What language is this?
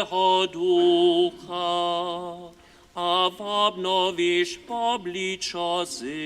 Upper Sorbian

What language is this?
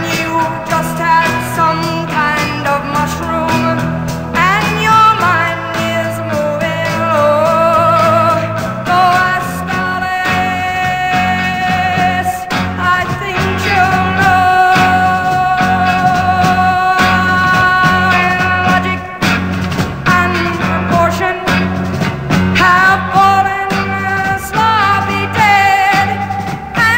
English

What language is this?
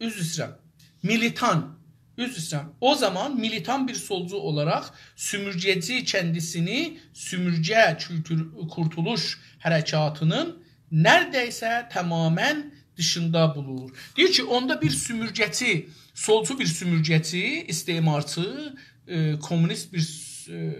South Azerbaijani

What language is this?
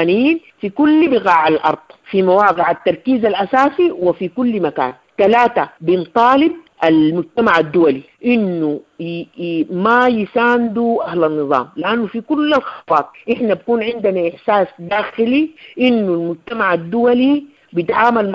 Sudanese Arabic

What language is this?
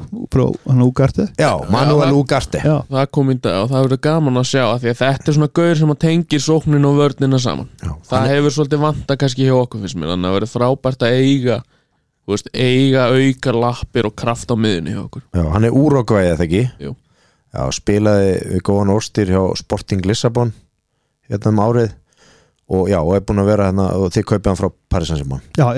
Icelandic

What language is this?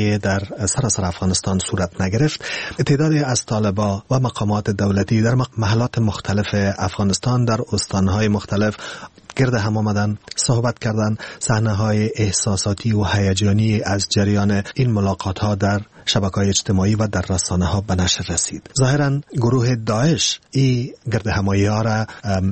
Persian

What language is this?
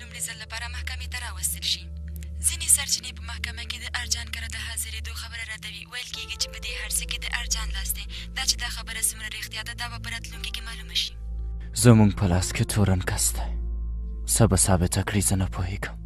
Pashto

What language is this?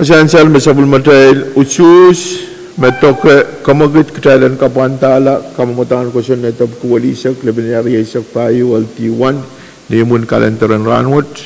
Pohnpeian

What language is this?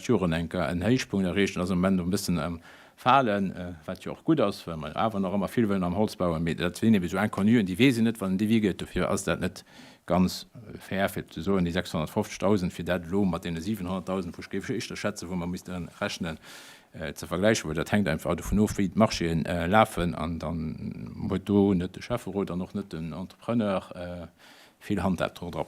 Luxembourgish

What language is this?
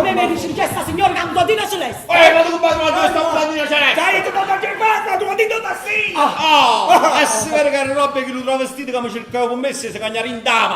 Neapolitan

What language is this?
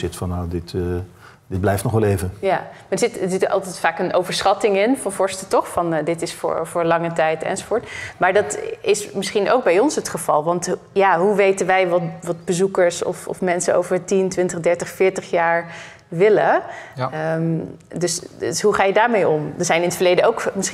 Dutch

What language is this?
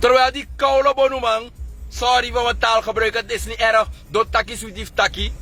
Sranan Tongo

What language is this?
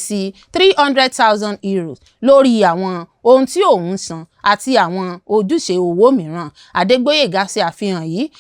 Yoruba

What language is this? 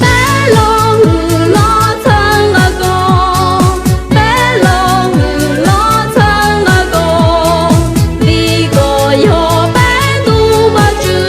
Hmong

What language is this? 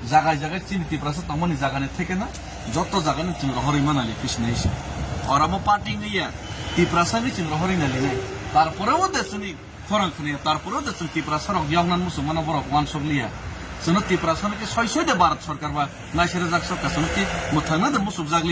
Kok Borok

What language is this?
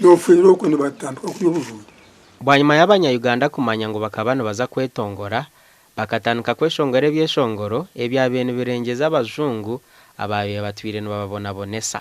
Nyankole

